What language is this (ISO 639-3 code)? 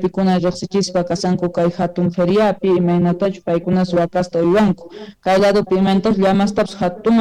que